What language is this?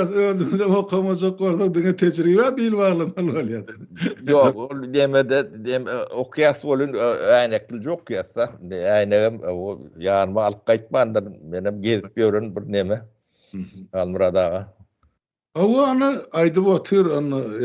Turkmen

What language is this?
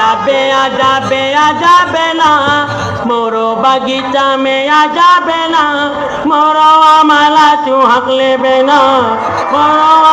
Chhattisgarhi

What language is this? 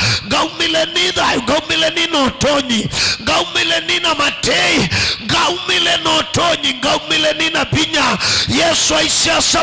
Kamba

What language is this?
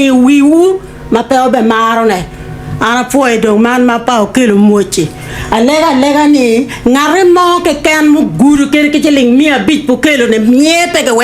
Acoli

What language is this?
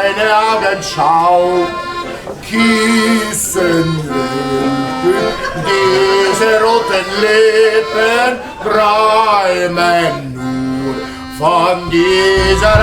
Bavarian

